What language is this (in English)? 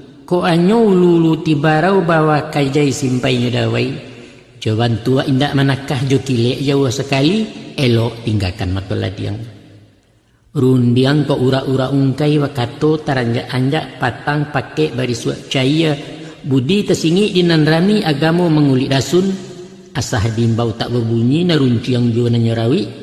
Minangkabau